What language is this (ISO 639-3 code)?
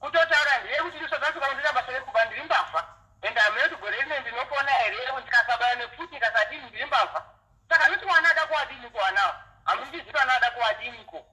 sna